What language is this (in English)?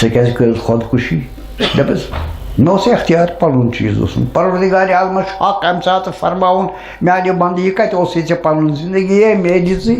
Kashmiri